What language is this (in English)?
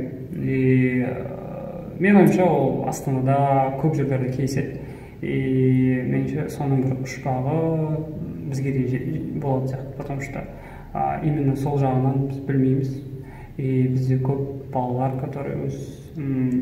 Kazakh